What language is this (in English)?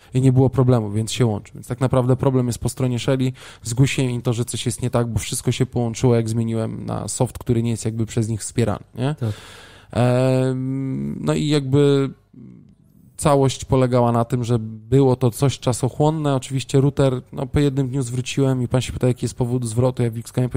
Polish